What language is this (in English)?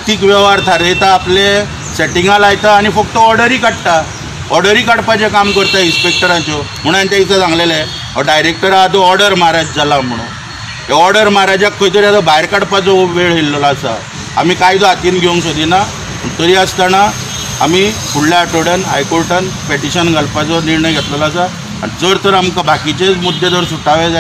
Konkani